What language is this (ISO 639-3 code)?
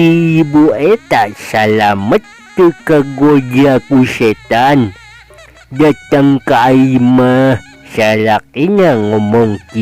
sun